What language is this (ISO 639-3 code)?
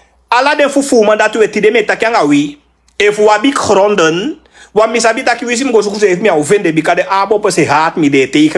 srn